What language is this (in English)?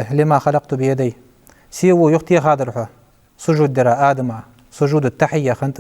Ingush